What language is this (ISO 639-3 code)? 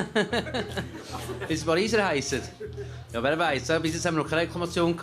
gsw